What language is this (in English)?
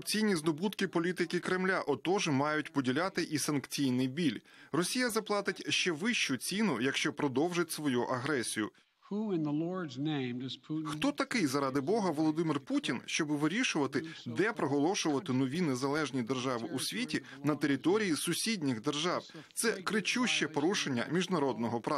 Ukrainian